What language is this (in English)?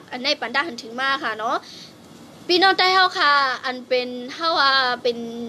Shan